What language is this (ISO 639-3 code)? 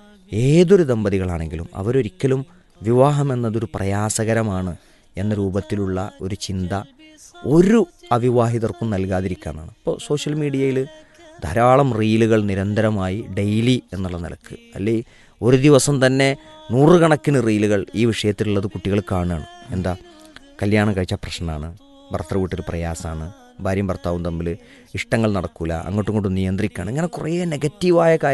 mal